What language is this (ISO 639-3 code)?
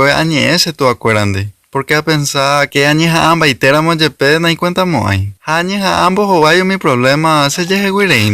grn